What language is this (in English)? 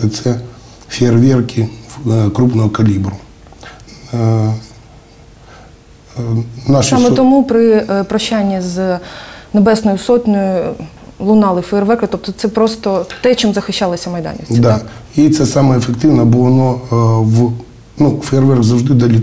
Ukrainian